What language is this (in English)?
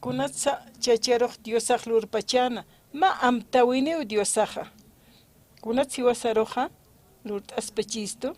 Aymara